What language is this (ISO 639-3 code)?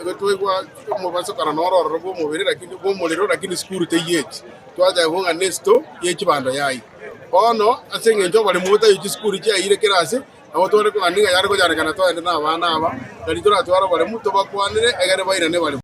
guz